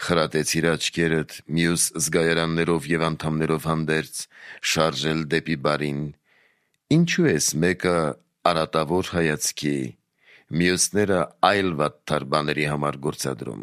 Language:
Armenian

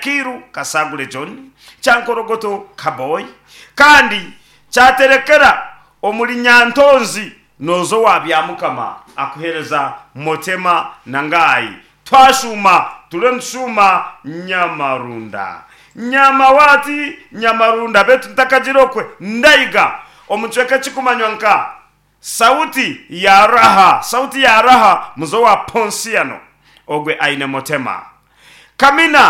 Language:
Nyankole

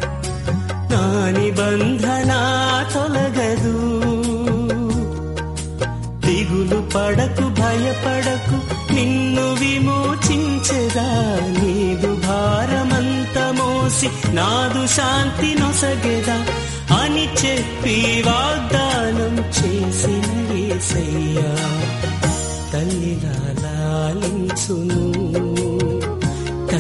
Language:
Telugu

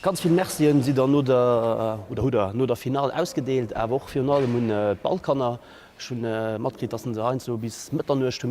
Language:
Luxembourgish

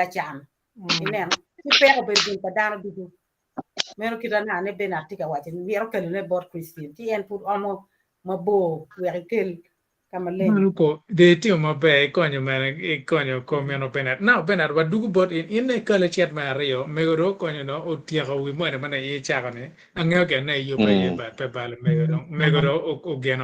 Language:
Acoli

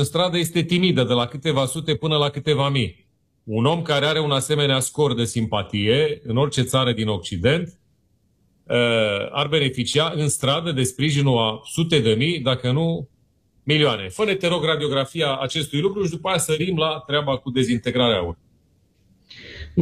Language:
Romanian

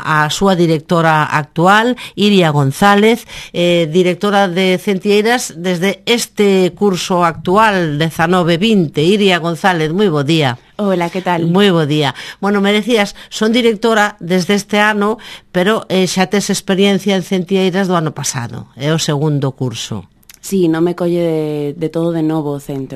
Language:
Galician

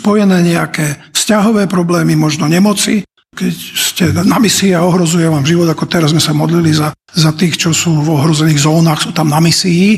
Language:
Slovak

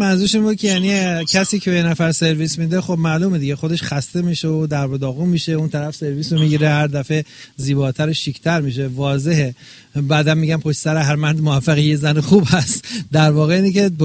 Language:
Persian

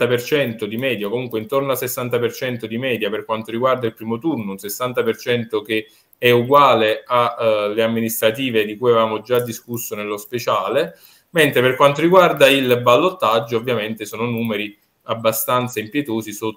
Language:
Italian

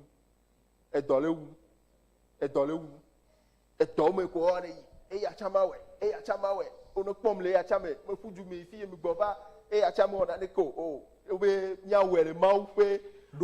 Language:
Ewe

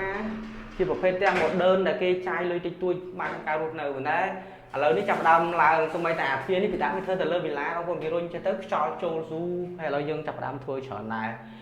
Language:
Khmer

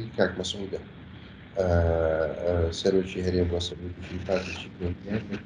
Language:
Central Kurdish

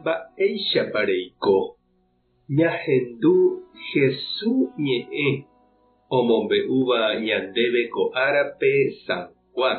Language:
Guarani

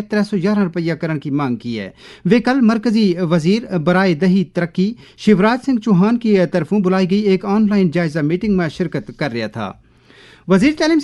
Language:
Gujari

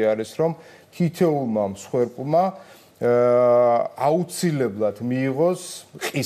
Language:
Georgian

